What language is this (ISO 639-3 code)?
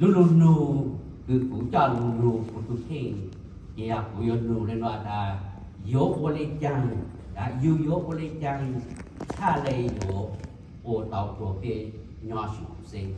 hmn